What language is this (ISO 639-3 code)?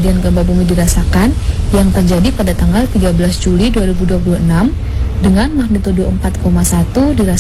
ind